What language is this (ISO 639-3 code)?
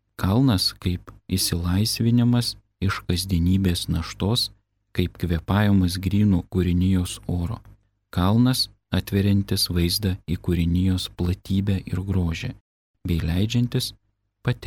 lit